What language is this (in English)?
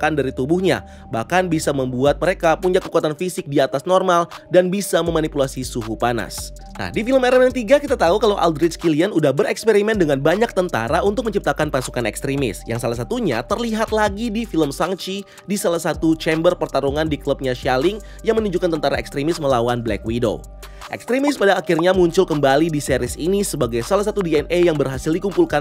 Indonesian